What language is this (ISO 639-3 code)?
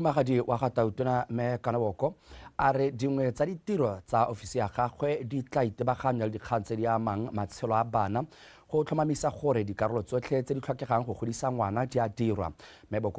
tsn